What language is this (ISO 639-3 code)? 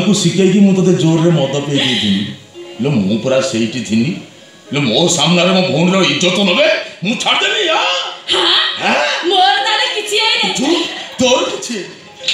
ori